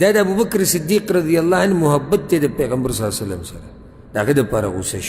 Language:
Pashto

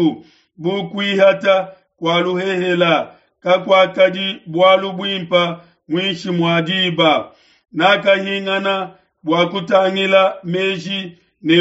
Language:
Luba-Lulua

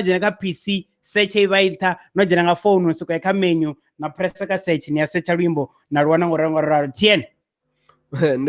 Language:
Venda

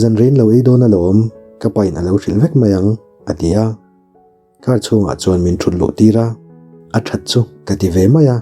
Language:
Mizo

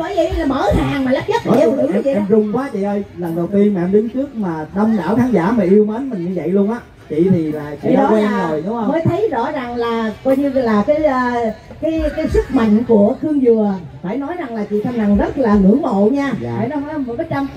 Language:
Vietnamese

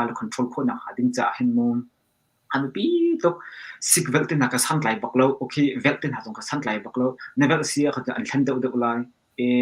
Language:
Hakha Chin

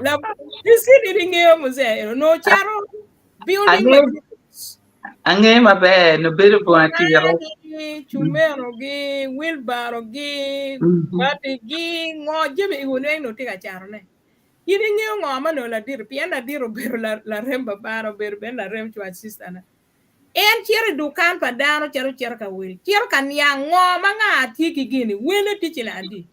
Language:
Acoli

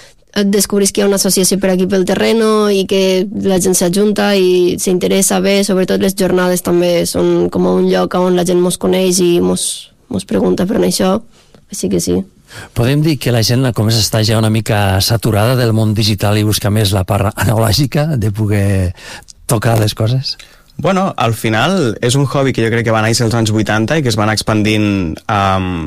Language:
Catalan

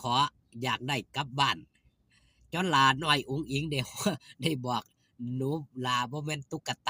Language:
Northeastern Thai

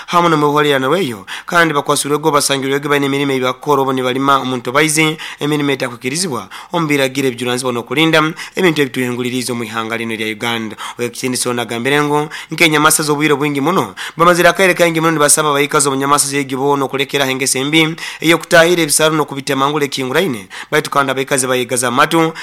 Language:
Nyoro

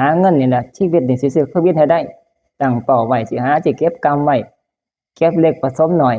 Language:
Northeastern Thai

